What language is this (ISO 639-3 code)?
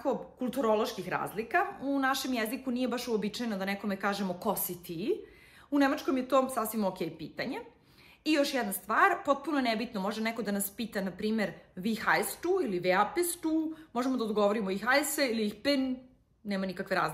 srp